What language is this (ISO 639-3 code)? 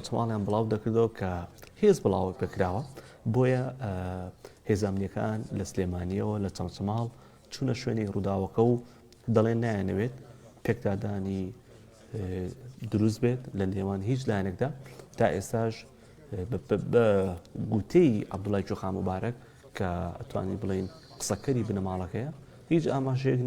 ckb